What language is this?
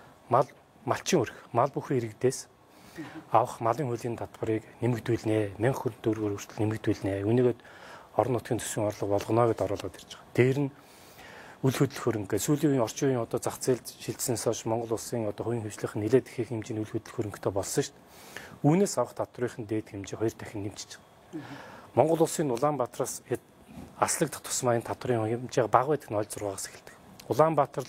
Mongolian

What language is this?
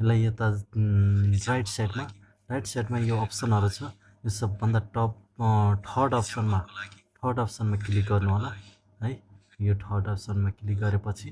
Nepali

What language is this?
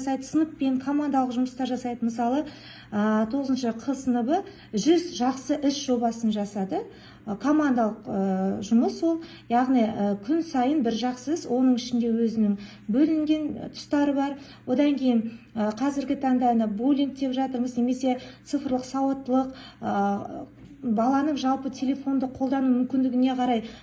Kazakh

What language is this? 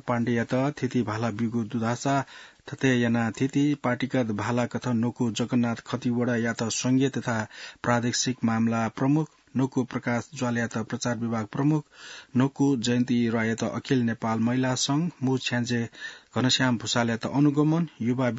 Newari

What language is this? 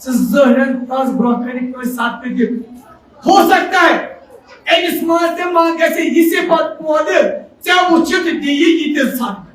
Kashmiri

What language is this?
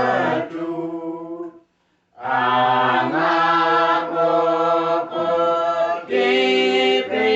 Uduk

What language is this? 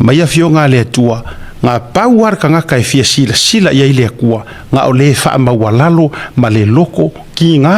Samoan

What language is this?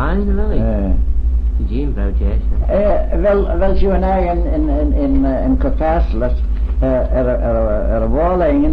Manx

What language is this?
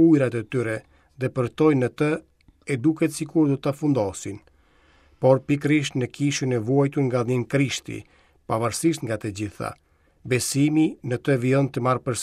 Albanian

